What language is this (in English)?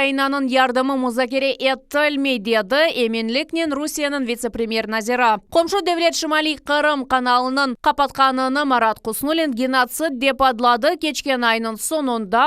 Crimean Tatar